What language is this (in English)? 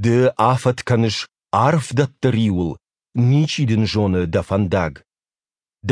Ossetic